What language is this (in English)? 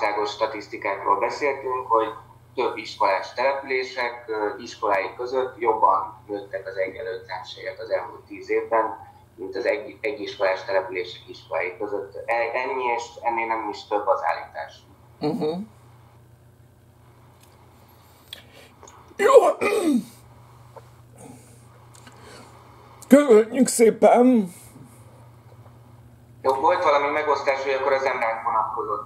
Hungarian